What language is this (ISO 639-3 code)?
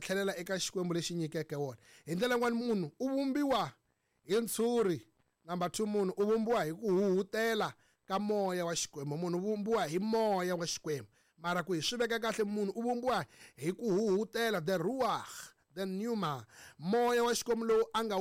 tso